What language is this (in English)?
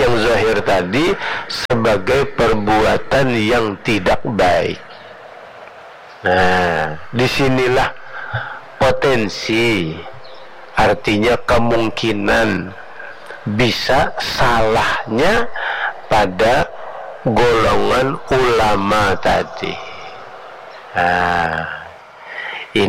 Indonesian